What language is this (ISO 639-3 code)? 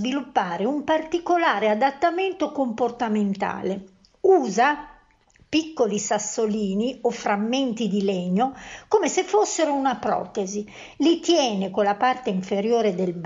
ita